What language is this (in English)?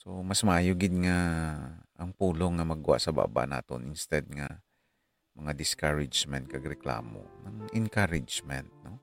Hiligaynon